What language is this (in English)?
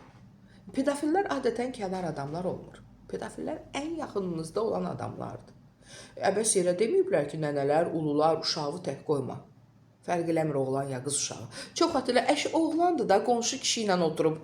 Azerbaijani